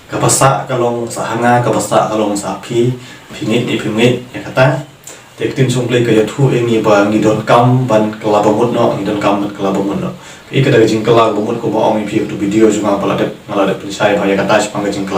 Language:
Khasi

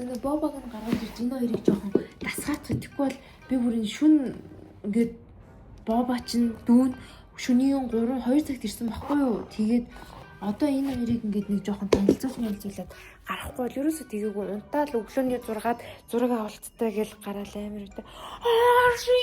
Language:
Mongolian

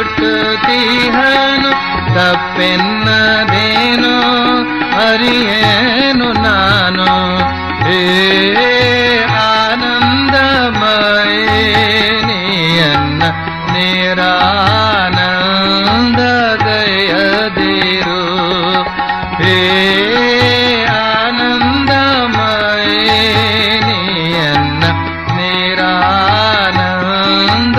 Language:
Kannada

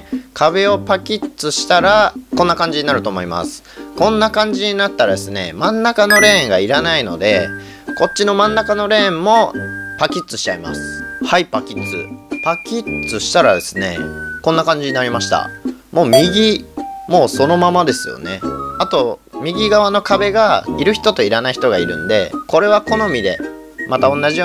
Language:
Japanese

